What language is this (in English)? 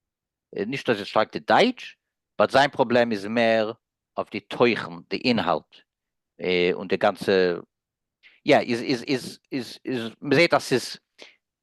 Yiddish